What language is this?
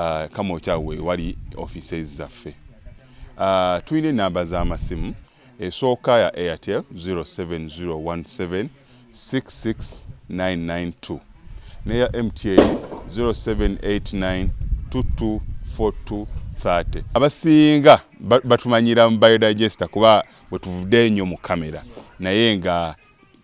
Ganda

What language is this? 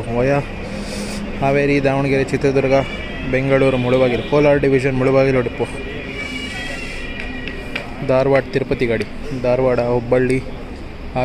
Kannada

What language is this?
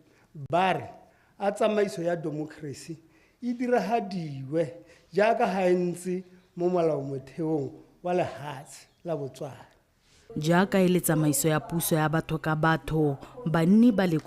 Tswana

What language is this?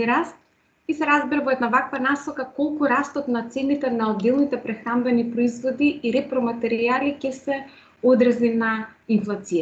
Macedonian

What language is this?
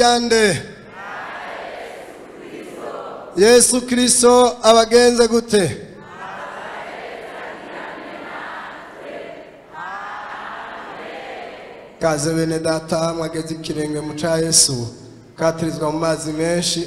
Rundi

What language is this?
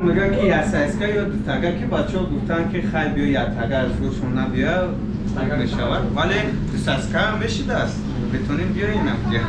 Tajik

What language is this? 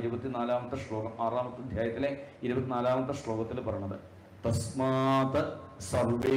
Malayalam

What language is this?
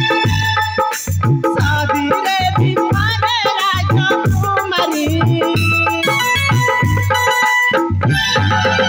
Bhojpuri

